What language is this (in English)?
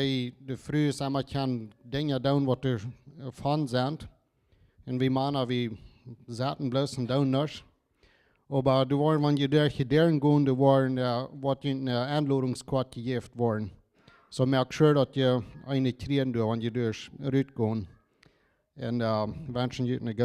Plautdietsch